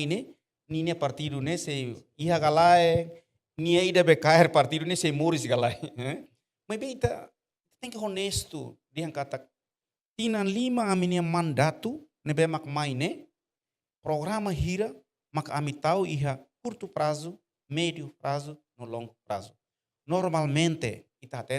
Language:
Tetum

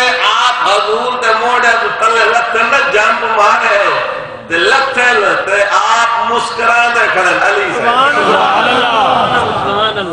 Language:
Saraiki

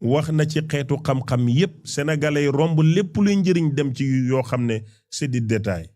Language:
Wolof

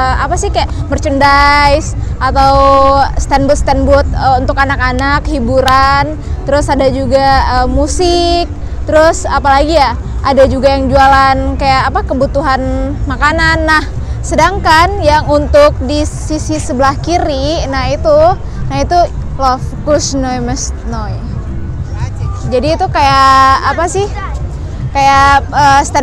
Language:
Indonesian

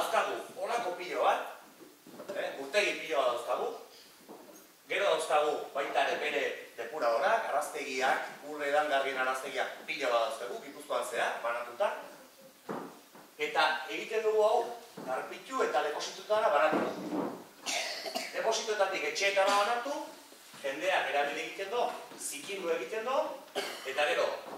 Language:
Basque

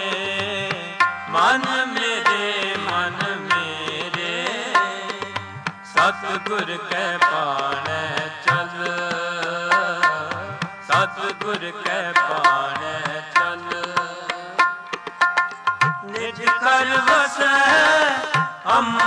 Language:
Punjabi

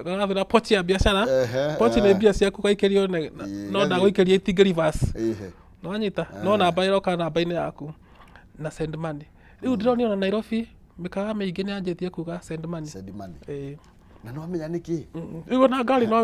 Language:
Kikuyu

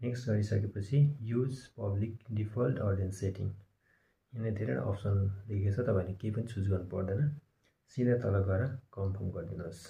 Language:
Nepali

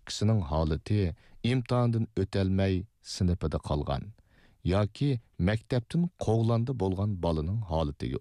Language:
Uyghur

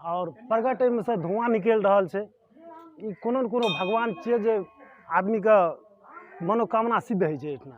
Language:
Maithili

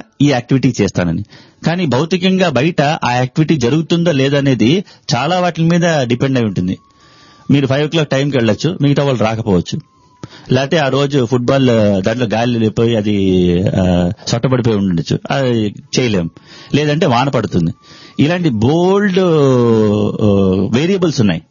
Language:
Telugu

